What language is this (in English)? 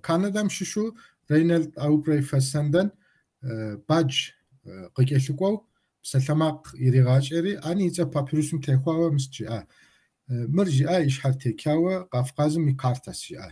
Kabardian